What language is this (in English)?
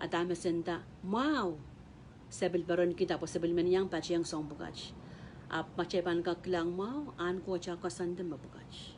Pohnpeian